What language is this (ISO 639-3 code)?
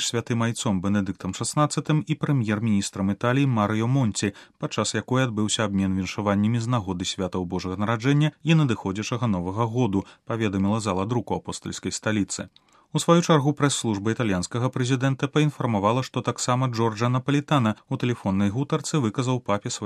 bel